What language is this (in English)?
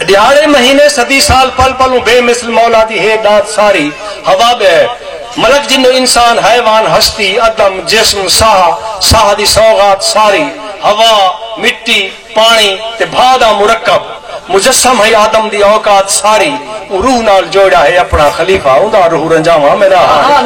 Saraiki